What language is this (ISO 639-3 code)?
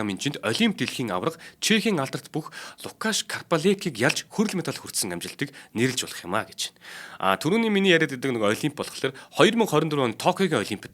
mon